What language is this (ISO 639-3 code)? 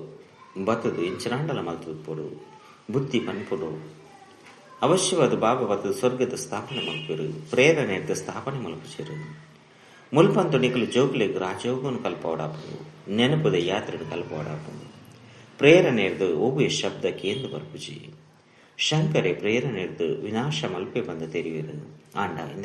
tcy